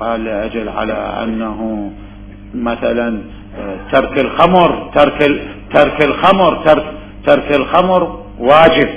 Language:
Mesopotamian Arabic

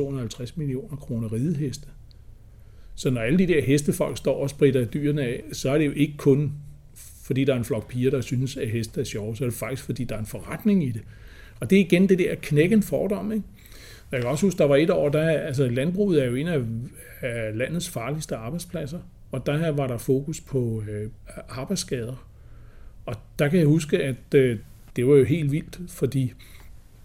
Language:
Danish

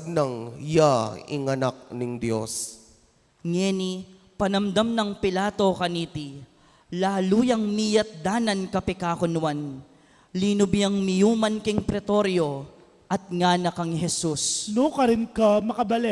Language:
Pampanga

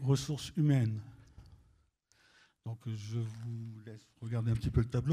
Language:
French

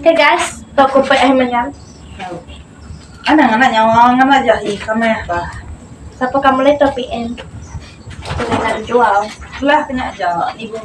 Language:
Iban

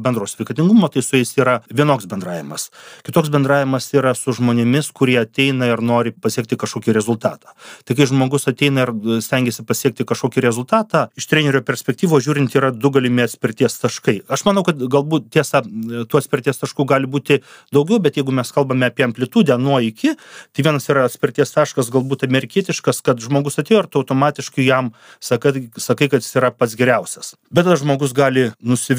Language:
Lithuanian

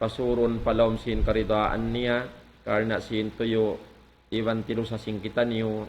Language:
Tausug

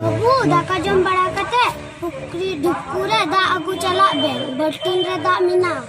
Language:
Santali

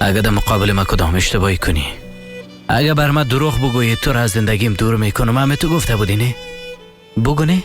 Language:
Persian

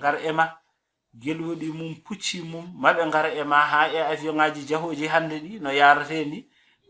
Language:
Fula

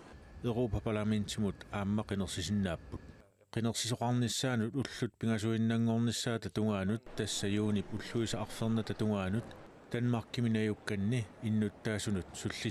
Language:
Kalaallisut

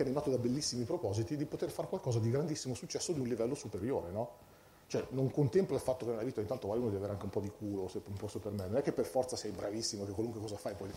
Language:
Italian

